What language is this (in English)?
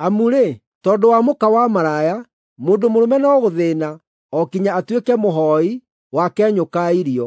Kikuyu